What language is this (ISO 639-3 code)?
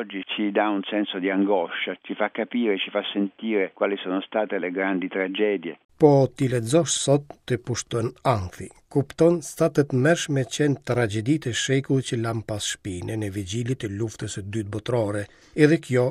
sqi